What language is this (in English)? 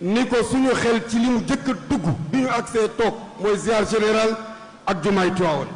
Wolof